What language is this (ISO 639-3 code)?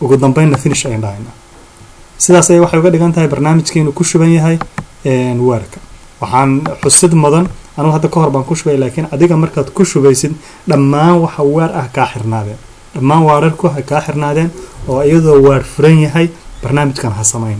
som